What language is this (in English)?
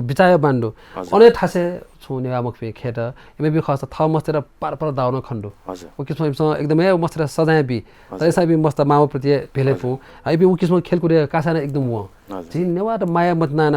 Newari